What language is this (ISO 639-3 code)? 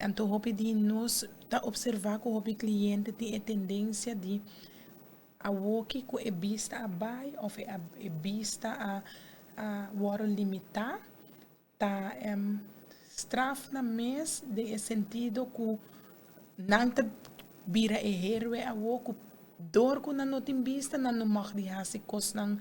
pap